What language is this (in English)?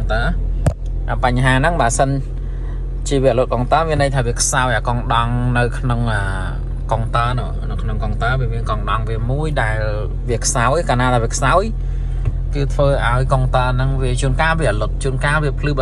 Khmer